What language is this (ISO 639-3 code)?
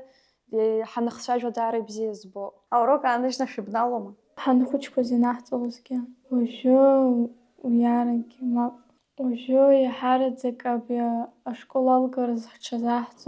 abk